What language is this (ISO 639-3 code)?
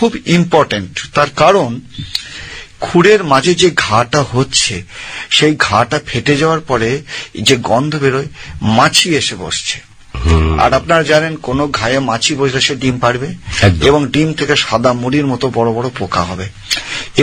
ben